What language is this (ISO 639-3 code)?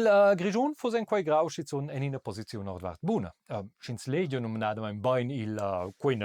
roh